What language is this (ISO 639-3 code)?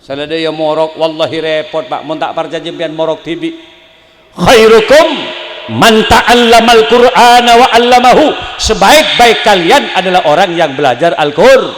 mad